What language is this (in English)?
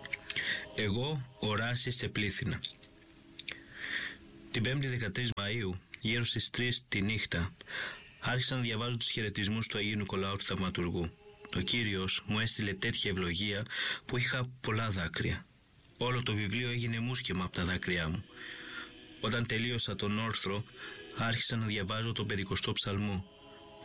Greek